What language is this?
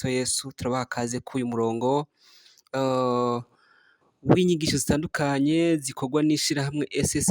Rundi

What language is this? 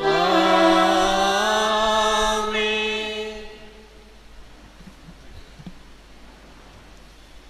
Tamil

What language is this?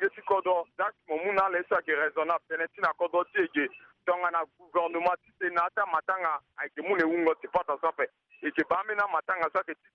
Sango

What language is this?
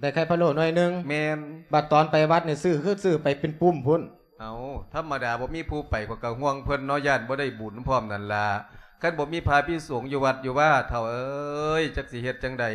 Lao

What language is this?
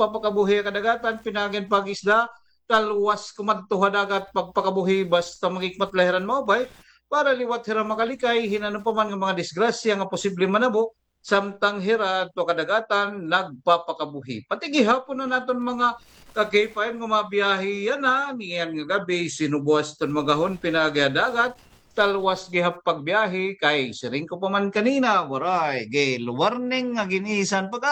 Waray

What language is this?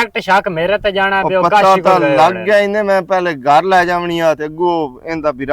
Western Panjabi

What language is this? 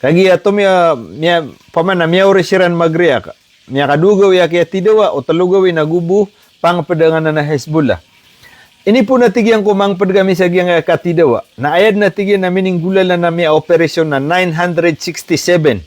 Maranao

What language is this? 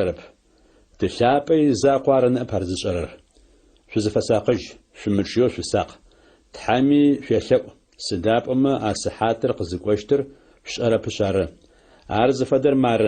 Adyghe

